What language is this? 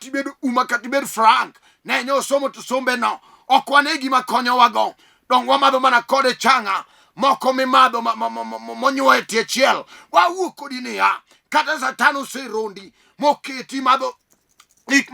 Luo (Kenya and Tanzania)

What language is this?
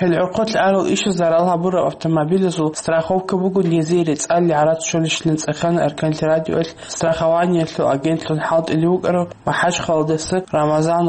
Avaric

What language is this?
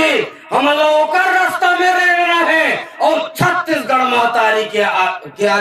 Chhattisgarhi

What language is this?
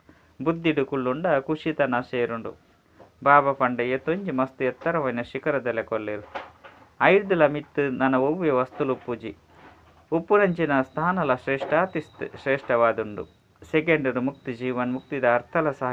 Tulu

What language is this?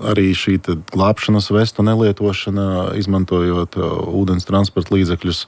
Latvian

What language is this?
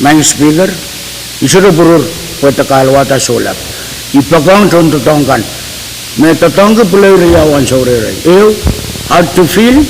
Pohnpeian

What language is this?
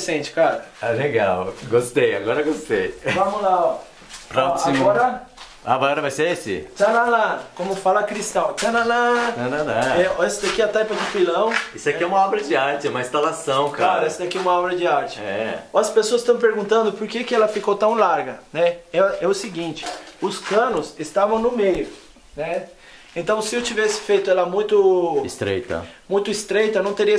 Portuguese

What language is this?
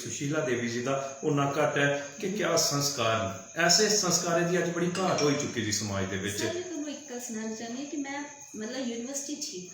Dogri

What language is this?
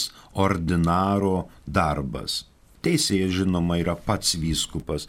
Lithuanian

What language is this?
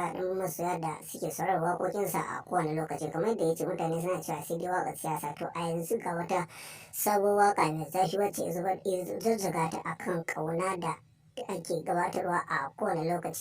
Hausa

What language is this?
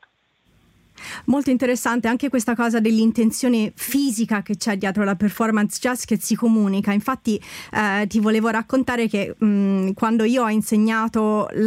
Italian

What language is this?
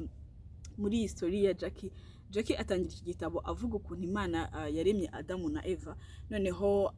Kinyarwanda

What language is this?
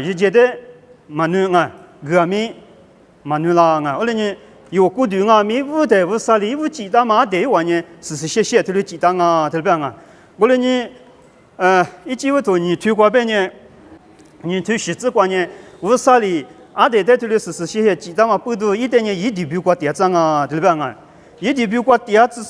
Lisu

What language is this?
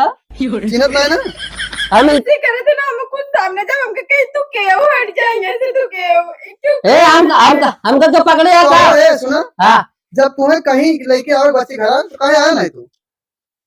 Awadhi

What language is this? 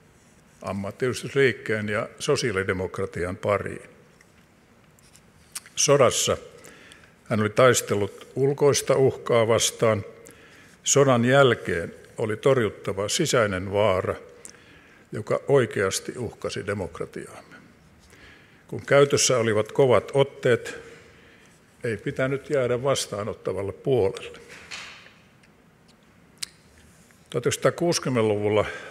Finnish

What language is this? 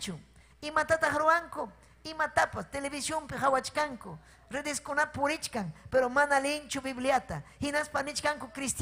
Ayacucho Quechua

